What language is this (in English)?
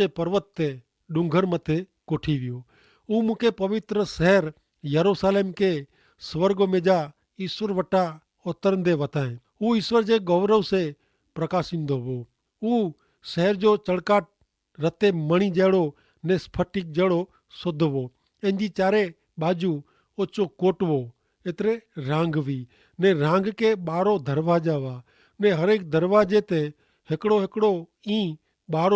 Kachhi